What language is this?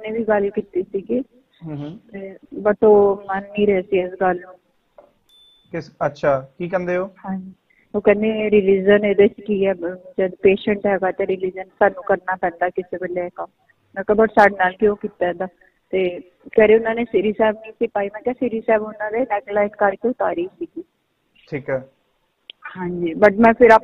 Punjabi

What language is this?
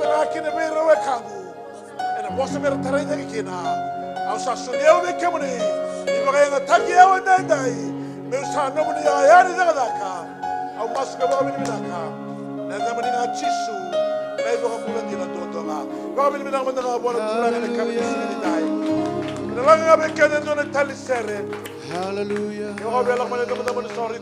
Fijian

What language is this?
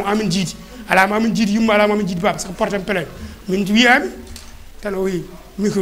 Fula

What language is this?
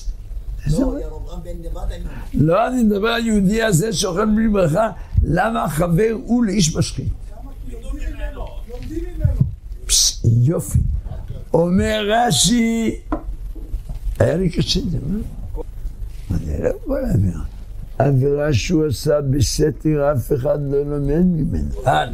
Hebrew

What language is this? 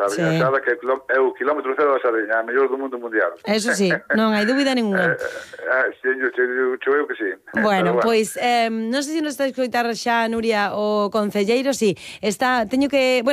Galician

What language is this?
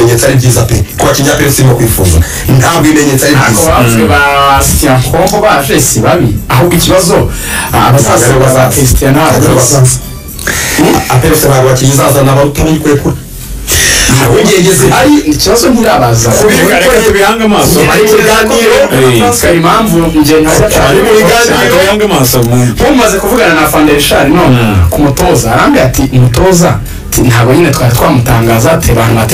Kinyarwanda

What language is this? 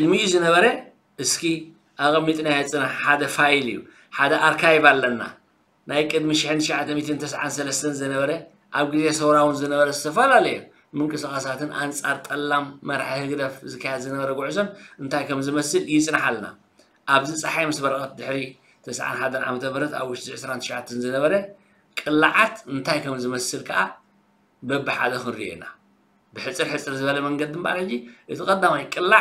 Tigrinya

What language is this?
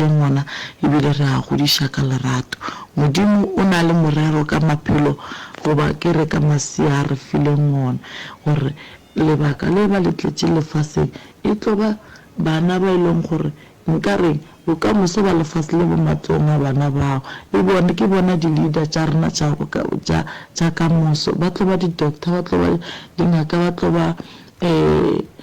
Northern Sotho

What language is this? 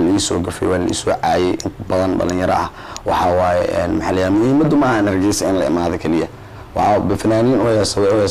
Somali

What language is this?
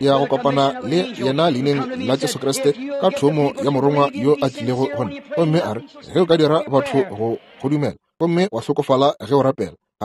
Northern Sotho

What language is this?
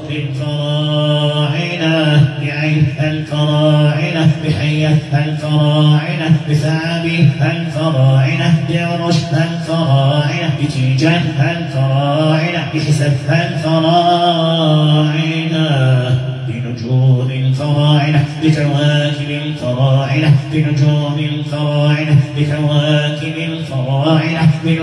Arabic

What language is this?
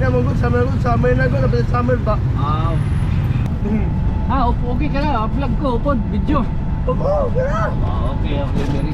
Waray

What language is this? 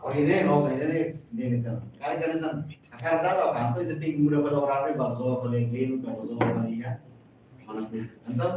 Tetum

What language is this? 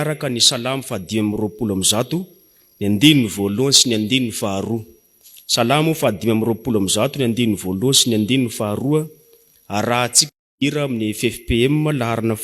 Malagasy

